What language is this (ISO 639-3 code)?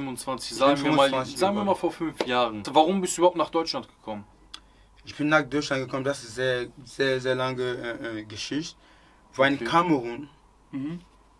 deu